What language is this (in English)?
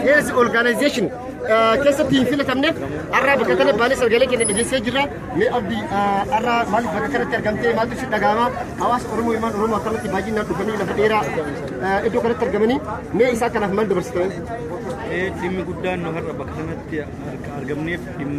Oromo